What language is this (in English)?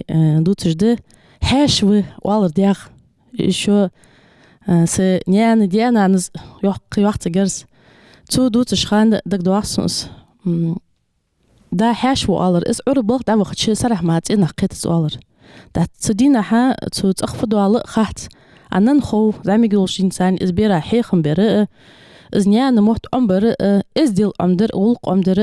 Ingush